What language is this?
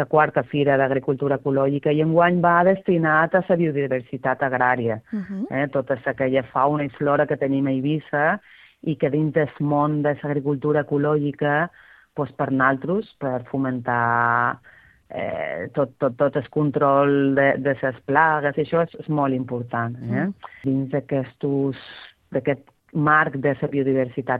Catalan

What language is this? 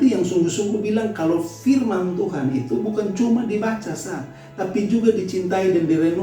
Kupang Malay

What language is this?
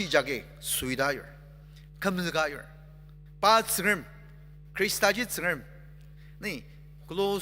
Ao Naga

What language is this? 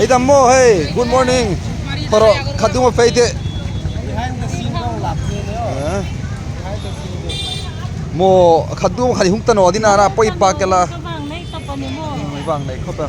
Hmar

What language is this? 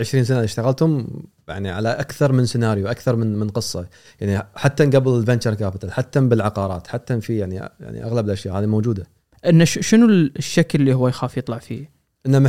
Gulf Arabic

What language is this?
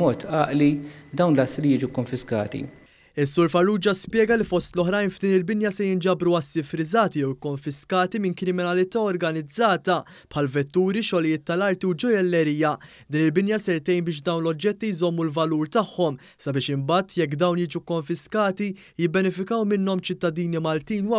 Maltese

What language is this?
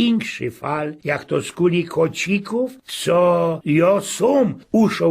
Silesian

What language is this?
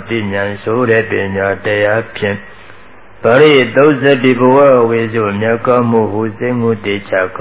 Burmese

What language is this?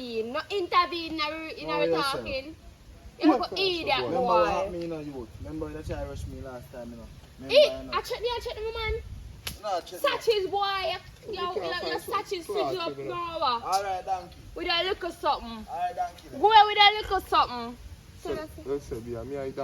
Jamaican Creole English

